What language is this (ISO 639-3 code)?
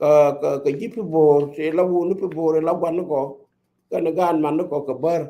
nus